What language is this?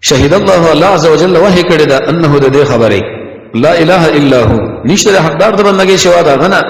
Pashto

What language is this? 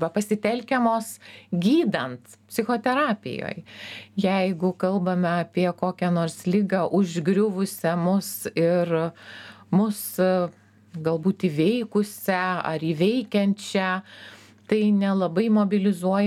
Lithuanian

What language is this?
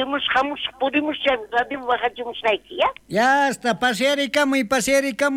South Bolivian Quechua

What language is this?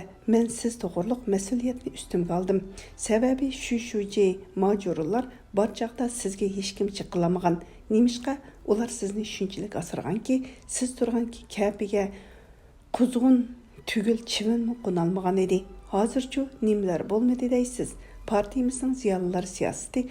Uyghur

